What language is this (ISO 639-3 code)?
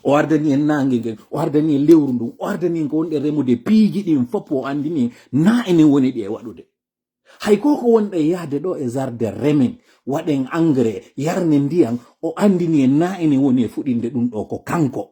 fuf